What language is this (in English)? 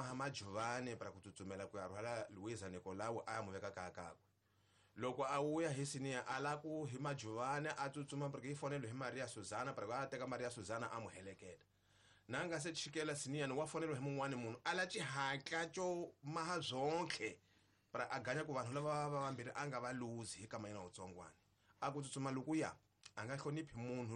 Tsonga